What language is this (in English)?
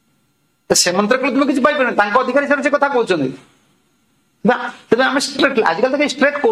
Odia